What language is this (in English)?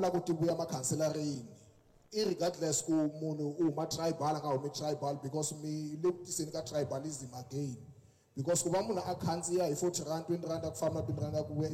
Tsonga